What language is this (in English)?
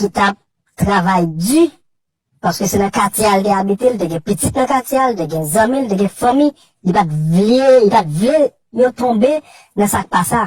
Haitian Creole